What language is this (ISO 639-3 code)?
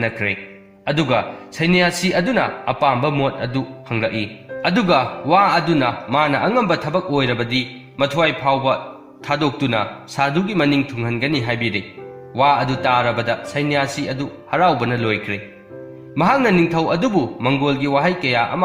mni